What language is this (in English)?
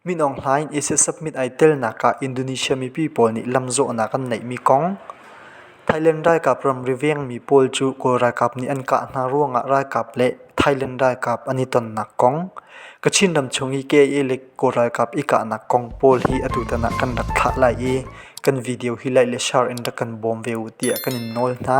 Hakha Chin